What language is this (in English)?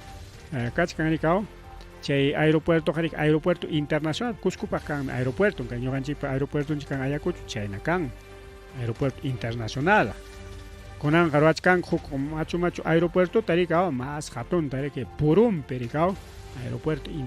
Ayacucho Quechua